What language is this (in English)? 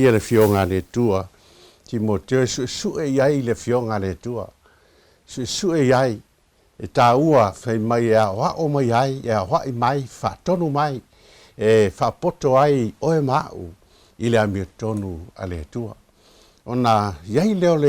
Samoan